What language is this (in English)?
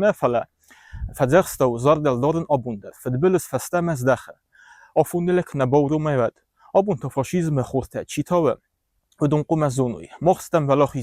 Ossetic